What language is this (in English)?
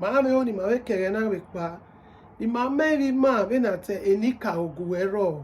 Bini